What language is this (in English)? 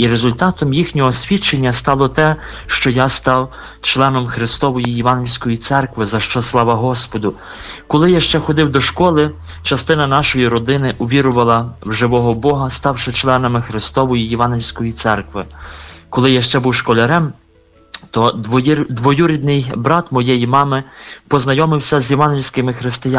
Ukrainian